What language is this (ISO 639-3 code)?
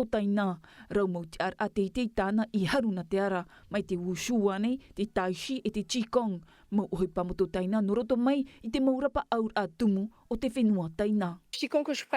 tah